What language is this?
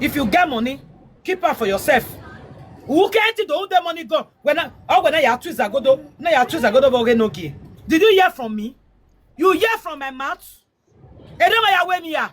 Nigerian Pidgin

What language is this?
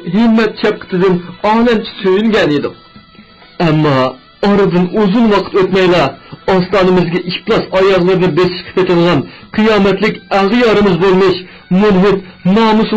Uyghur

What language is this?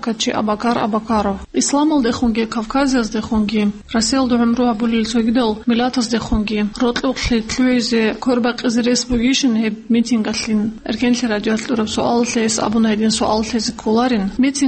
Avaric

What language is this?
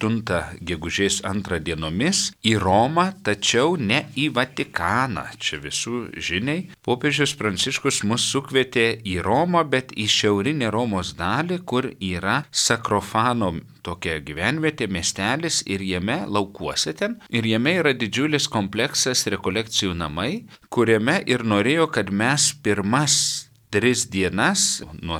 Lithuanian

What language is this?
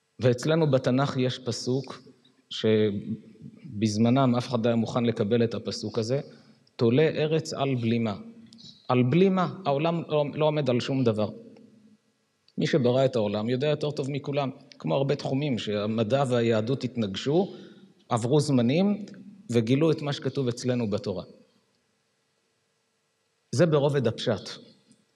Hebrew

